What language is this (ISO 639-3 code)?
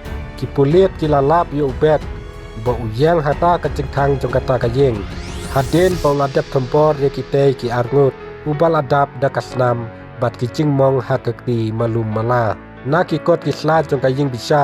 kha